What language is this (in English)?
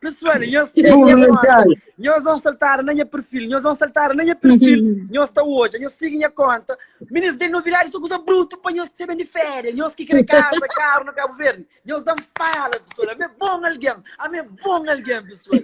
Kabuverdianu